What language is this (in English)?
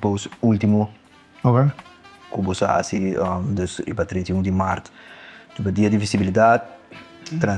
Papiamento